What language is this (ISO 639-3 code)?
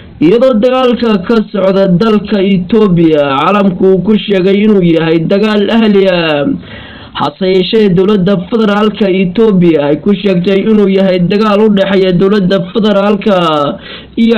som